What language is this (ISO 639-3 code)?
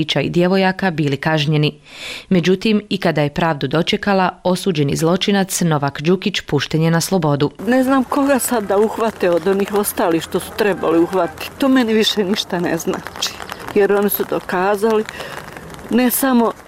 bos